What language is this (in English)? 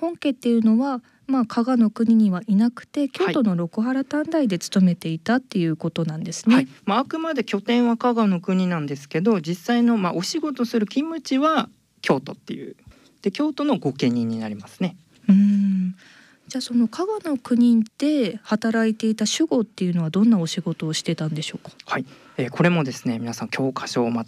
Japanese